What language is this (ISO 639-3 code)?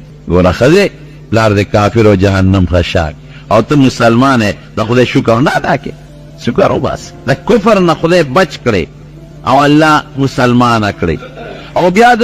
pus